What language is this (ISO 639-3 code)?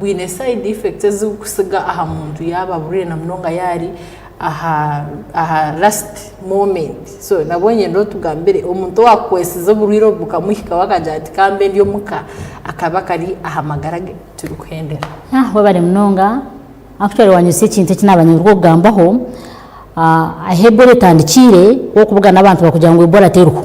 nyn